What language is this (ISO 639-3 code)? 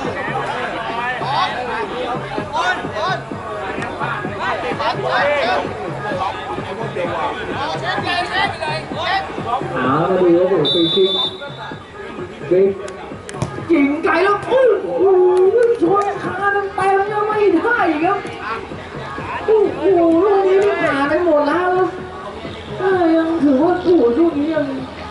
tha